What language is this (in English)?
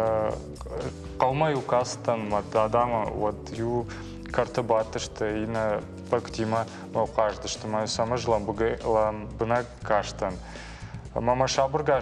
Ossetic